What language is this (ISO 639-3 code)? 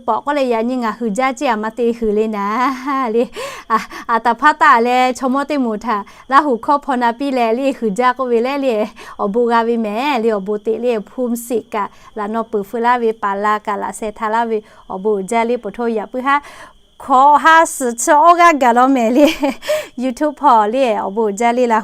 lhu